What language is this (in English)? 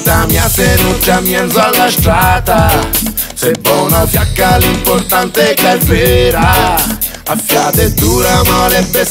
Italian